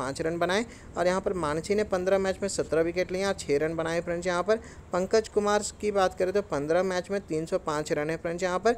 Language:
Hindi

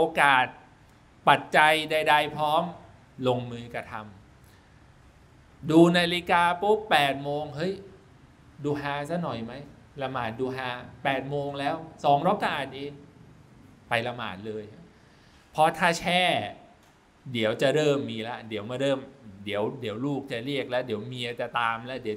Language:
Thai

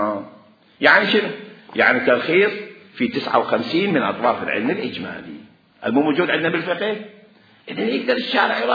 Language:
Mesopotamian Arabic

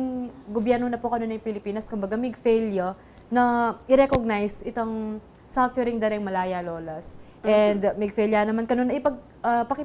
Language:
Pampanga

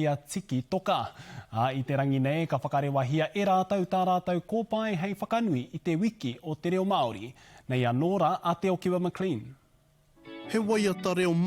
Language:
Māori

